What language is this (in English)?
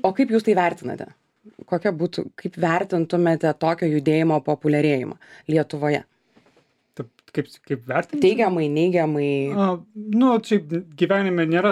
Lithuanian